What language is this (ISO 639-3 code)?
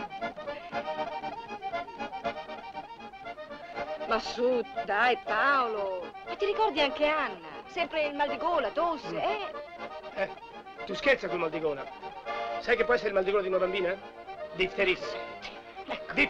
ita